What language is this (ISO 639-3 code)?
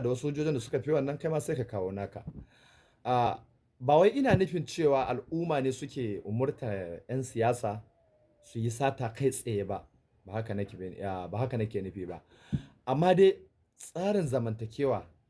hau